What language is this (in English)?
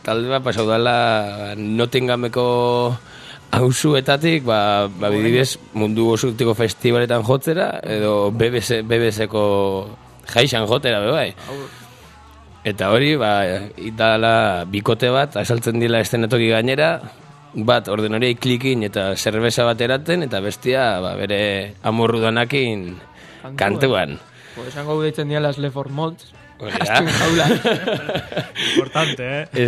Basque